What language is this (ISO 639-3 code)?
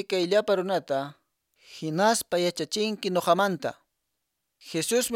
que